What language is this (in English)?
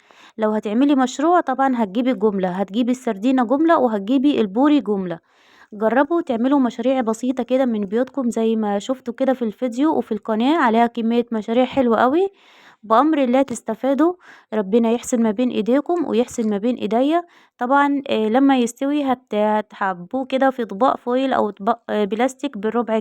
Egyptian Arabic